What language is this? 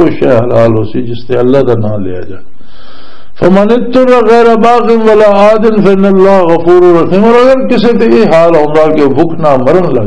Western Panjabi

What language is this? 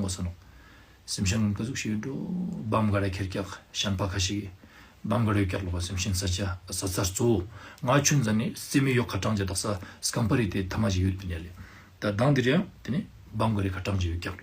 Ladakhi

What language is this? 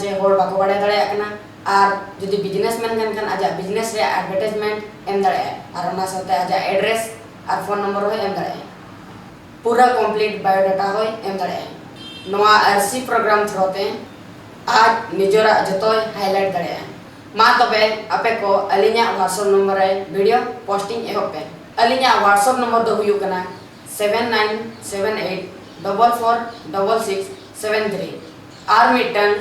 Santali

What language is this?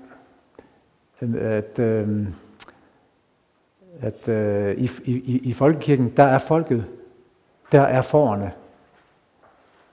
Danish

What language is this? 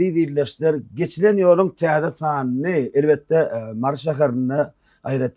Turkmen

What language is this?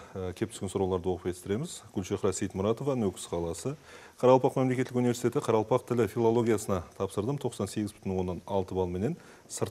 Kara-Kalpak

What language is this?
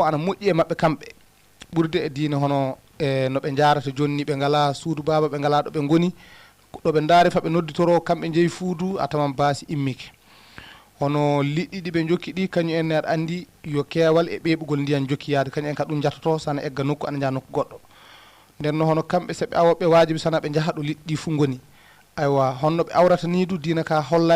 Fula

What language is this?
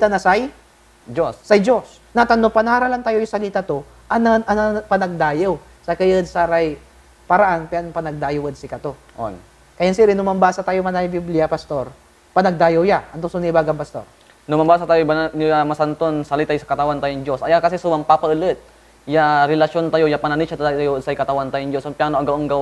Pangasinan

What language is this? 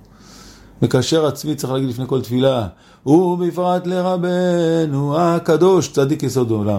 Hebrew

